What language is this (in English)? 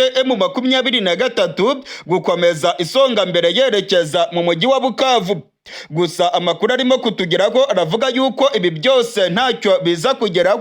Rundi